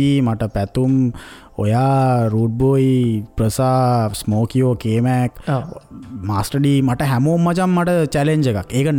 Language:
Sinhala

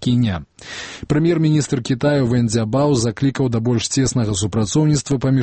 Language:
Belarusian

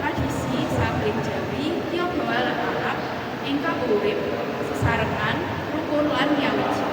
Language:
Javanese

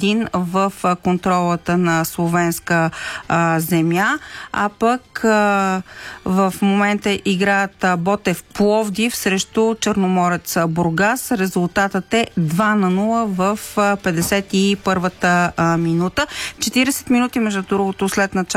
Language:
Bulgarian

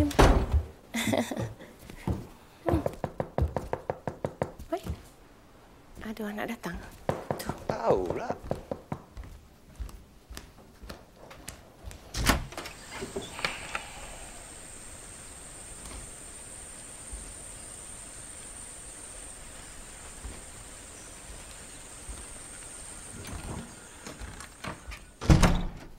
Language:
Malay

